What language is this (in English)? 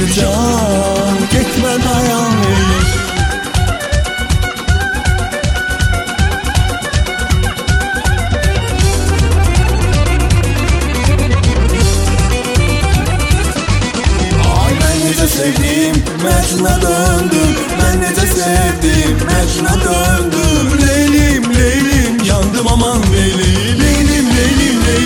Turkish